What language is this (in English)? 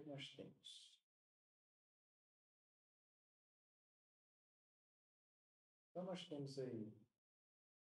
Portuguese